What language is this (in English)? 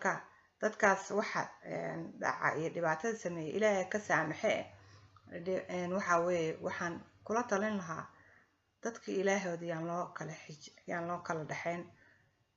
Somali